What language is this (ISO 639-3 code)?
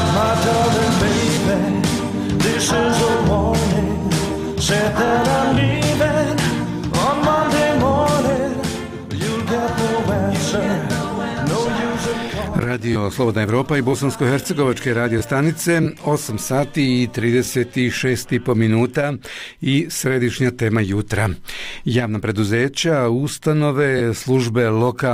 bos